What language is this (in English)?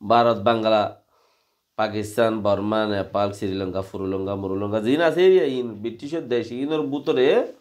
Rohingya